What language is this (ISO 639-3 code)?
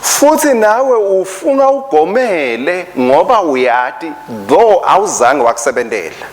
ssw